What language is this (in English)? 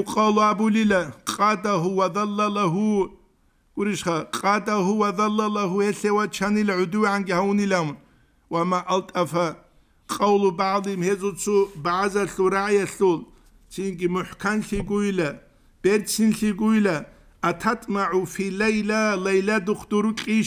Avaric